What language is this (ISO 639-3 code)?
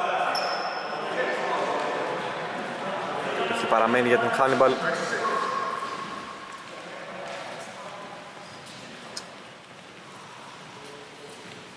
ell